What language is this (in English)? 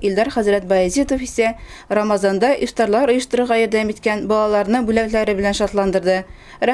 Tatar